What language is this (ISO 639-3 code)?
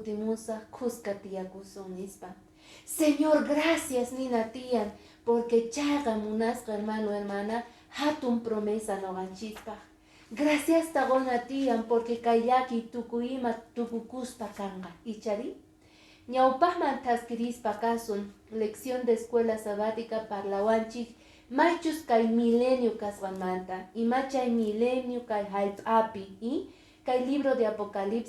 que